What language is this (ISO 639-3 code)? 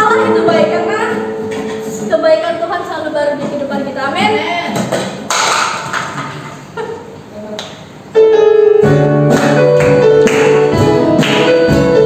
ind